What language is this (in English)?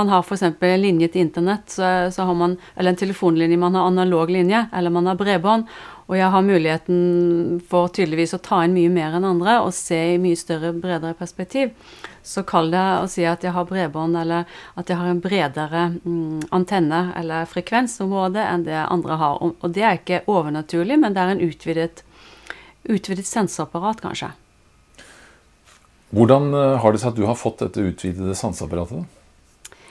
Norwegian